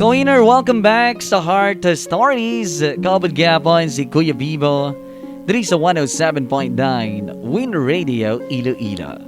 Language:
Hiligaynon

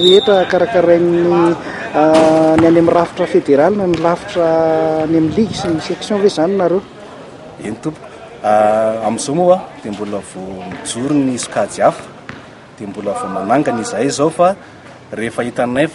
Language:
Malagasy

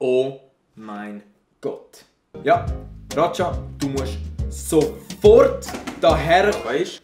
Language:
Swiss German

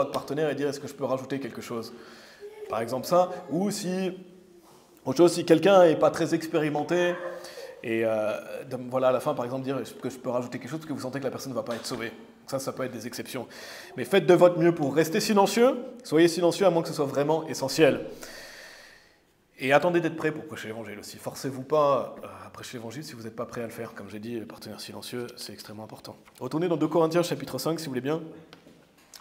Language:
French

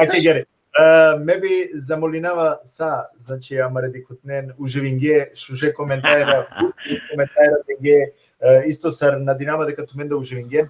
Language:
Balkan Romani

